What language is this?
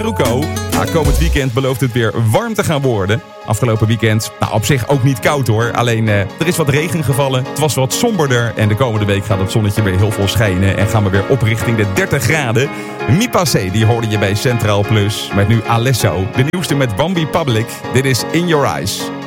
Dutch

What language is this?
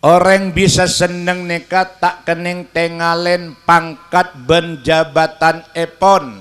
Madurese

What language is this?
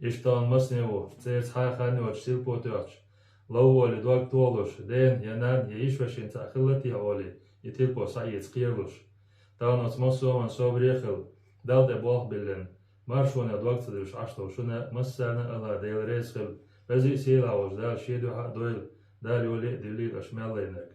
Chechen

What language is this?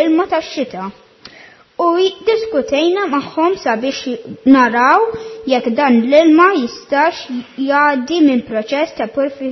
Maltese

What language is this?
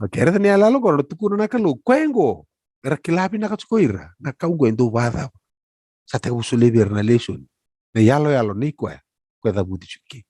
Fijian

